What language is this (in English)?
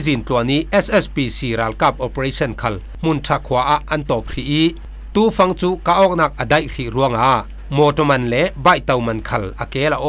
Falam Chin